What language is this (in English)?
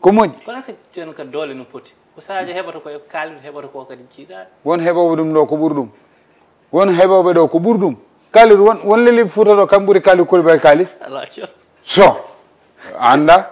Fula